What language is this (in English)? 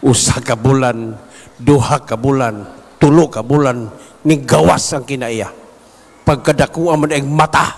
Cebuano